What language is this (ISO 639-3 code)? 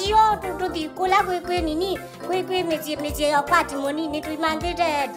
kam